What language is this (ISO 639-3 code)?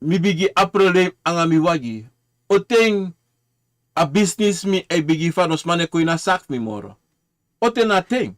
srn